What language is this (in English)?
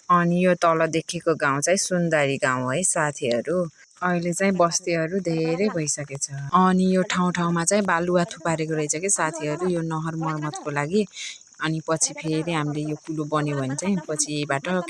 Nepali